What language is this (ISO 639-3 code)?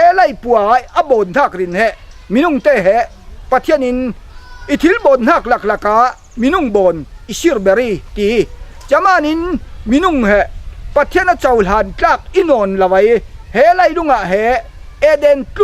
cfm